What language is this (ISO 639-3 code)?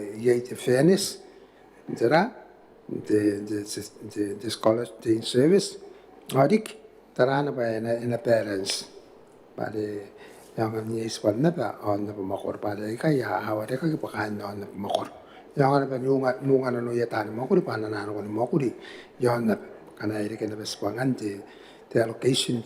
gil